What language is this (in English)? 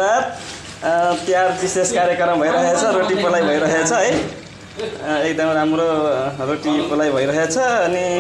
Nepali